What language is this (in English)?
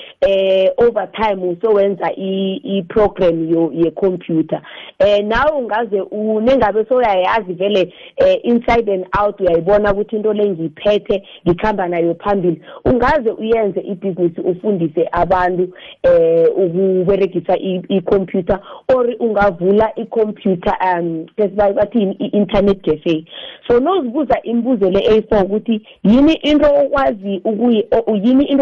South Ndebele